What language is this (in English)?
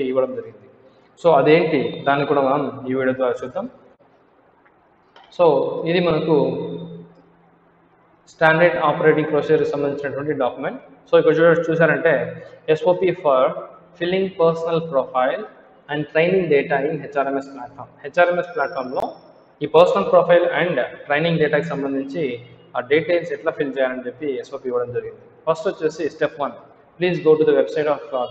Telugu